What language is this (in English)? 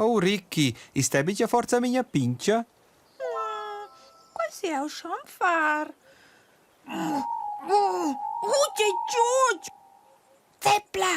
Romansh